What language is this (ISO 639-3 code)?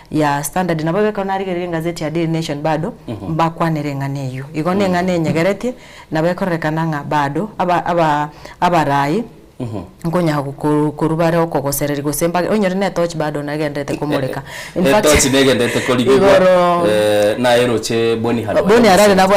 guz